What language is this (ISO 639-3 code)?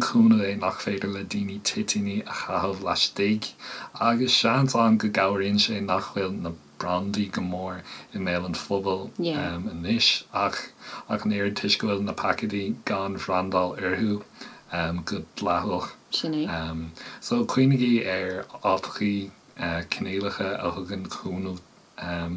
gle